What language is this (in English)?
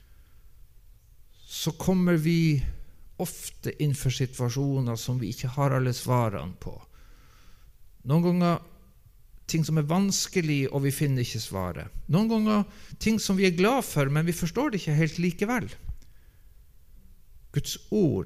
Norwegian